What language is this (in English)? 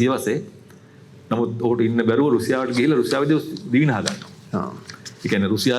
Sinhala